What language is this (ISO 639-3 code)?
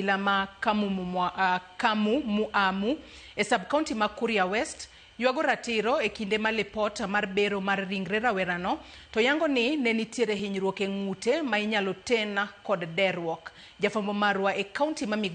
luo